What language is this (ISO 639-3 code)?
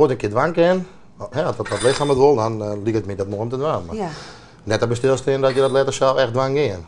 fry